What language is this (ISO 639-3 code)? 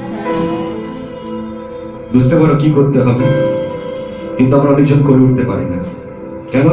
ben